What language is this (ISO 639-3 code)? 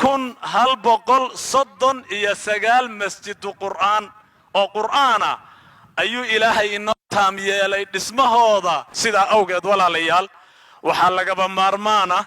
som